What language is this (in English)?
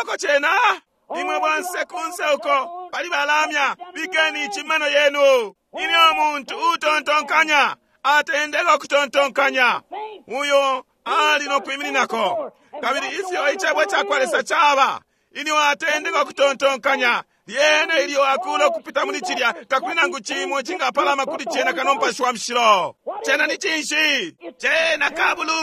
Bemba